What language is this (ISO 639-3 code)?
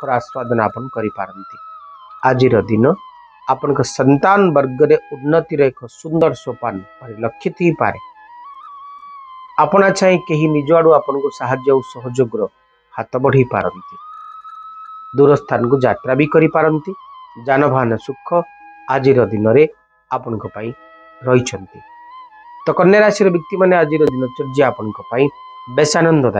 ori